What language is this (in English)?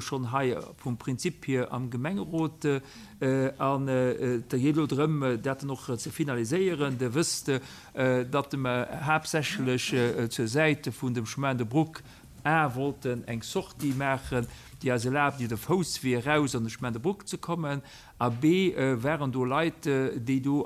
Luxembourgish